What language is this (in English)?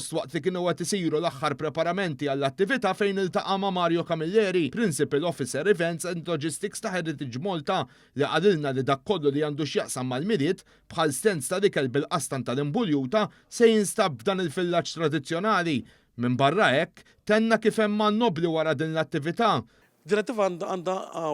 Maltese